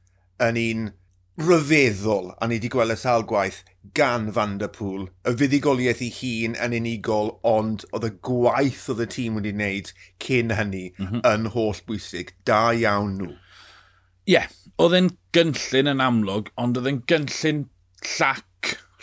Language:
Welsh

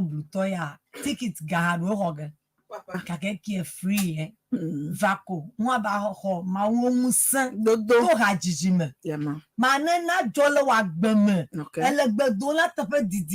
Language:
Ewe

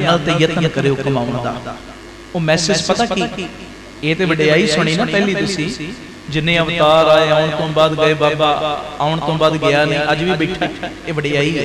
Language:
Punjabi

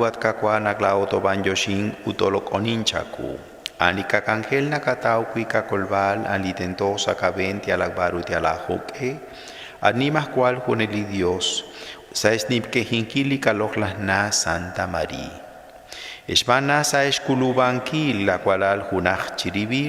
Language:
Kekchí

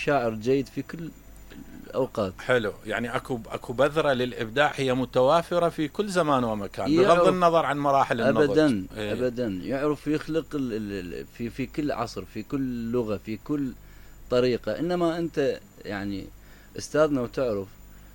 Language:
Mesopotamian Arabic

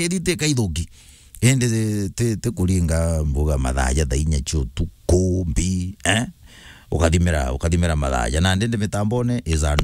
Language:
Meru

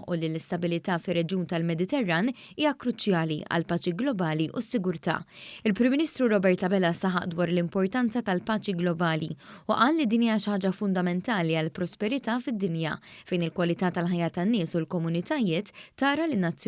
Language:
Maltese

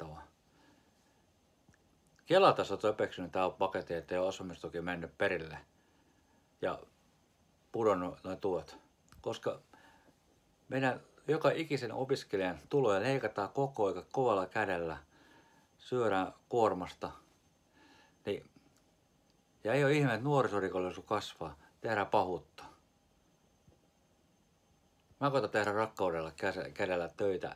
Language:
Finnish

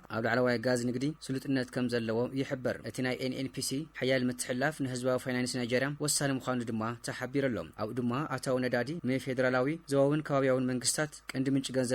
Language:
Tigrinya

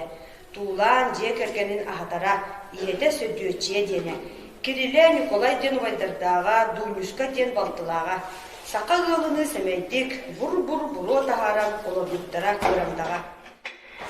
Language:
Yakut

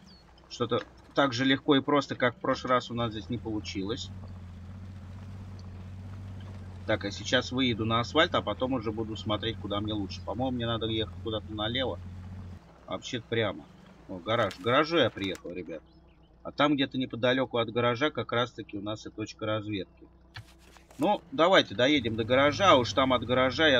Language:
Russian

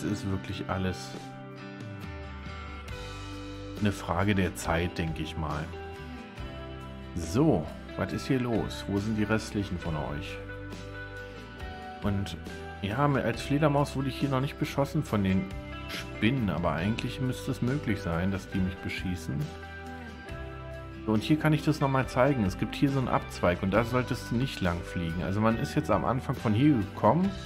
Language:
German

